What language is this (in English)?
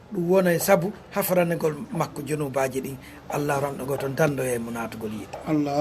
Fula